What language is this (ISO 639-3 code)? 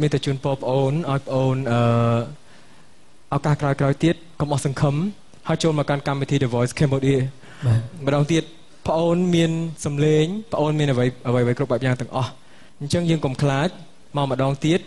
khm